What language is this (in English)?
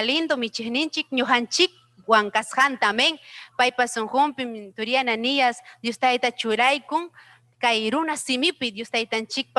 Ayacucho Quechua